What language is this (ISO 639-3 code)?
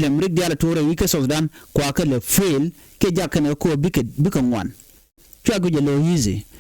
nus